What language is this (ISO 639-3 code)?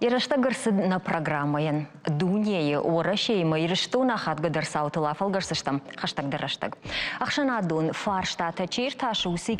oss